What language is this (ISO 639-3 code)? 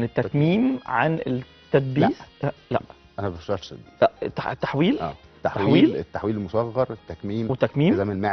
arz